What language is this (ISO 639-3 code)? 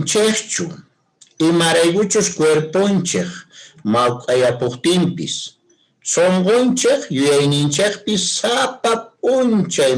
que